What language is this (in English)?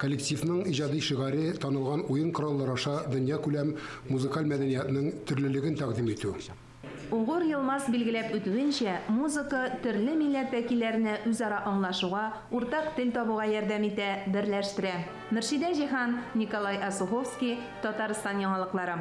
Tatar